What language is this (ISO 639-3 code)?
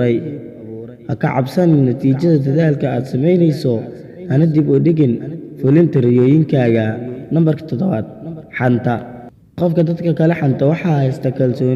som